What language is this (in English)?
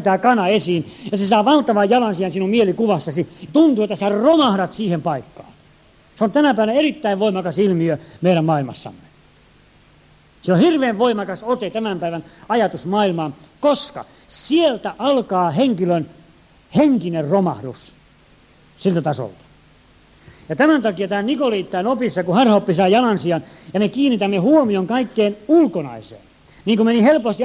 Finnish